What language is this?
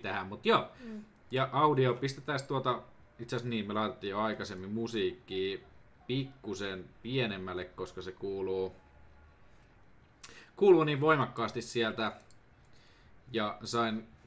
Finnish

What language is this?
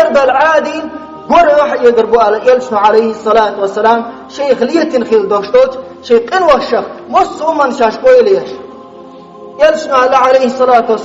Chechen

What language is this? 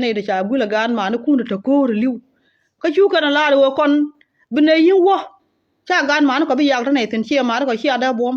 Nuer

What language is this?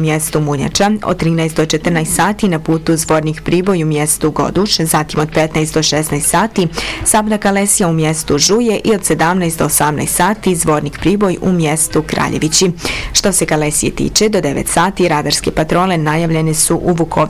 Bosnian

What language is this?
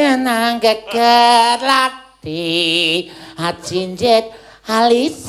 Javanese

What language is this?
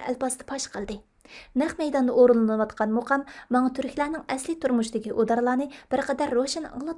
Uyghur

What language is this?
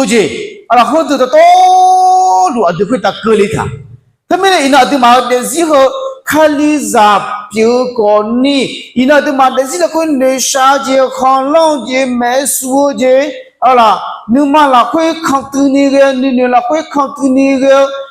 Akha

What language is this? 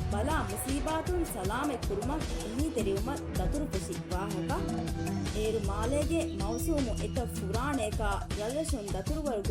Divehi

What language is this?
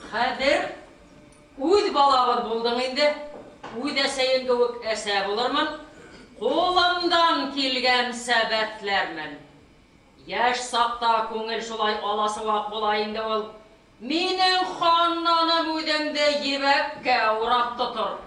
Bashkir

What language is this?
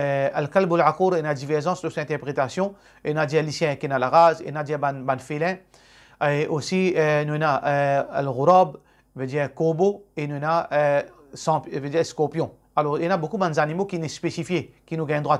Morisyen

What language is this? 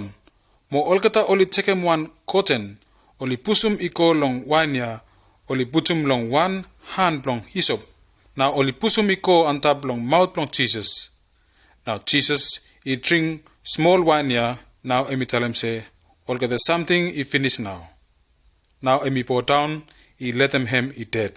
Bislama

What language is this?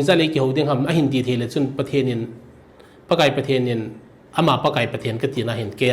Thado Chin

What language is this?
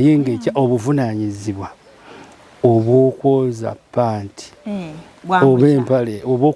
Ganda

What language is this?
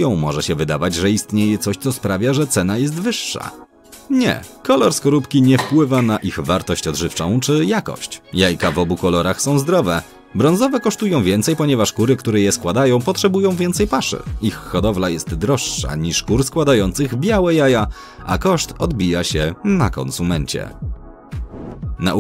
Polish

